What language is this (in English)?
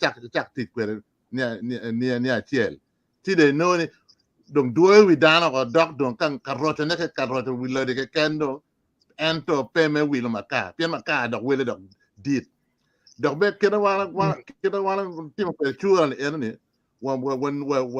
Acoli